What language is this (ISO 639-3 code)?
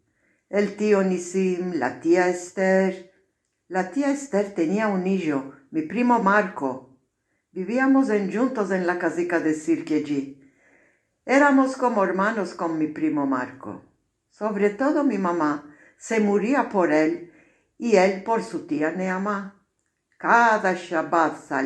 lad